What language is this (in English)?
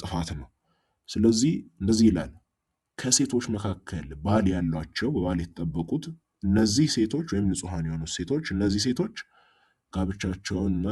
Amharic